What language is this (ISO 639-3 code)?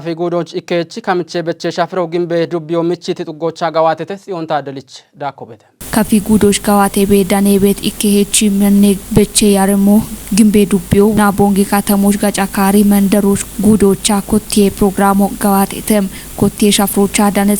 kbr